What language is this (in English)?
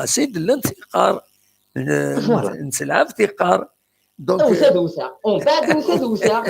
Kabyle